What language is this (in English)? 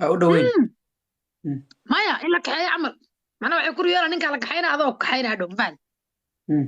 Somali